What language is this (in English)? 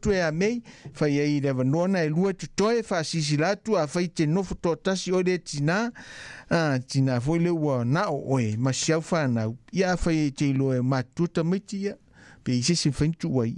Samoan